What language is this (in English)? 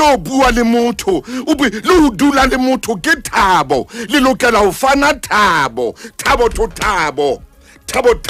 Southern Sotho